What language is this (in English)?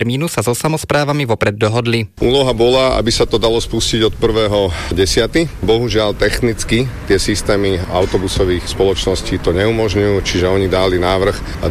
Slovak